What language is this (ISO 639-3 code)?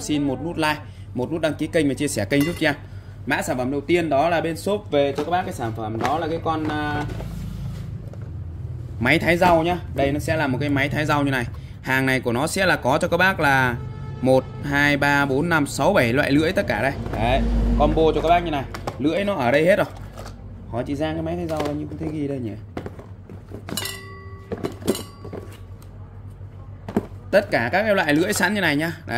vie